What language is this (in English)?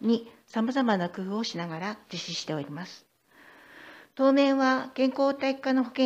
Japanese